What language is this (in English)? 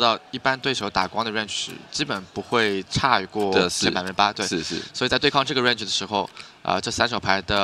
Chinese